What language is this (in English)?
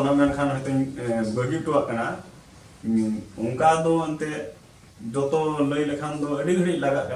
Santali